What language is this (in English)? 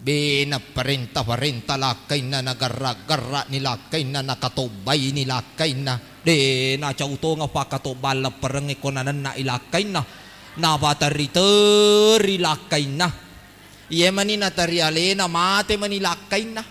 Buginese